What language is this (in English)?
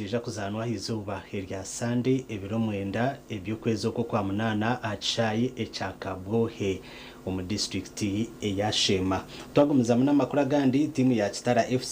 Nyankole